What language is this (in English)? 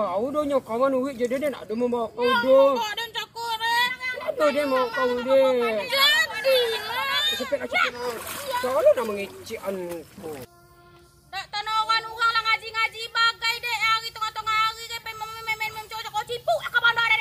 Minangkabau